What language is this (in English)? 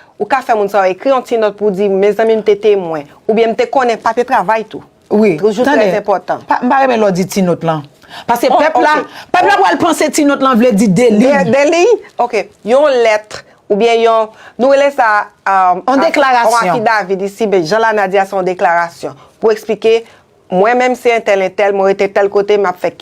Haitian Creole